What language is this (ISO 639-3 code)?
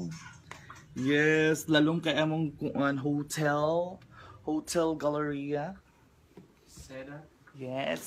ceb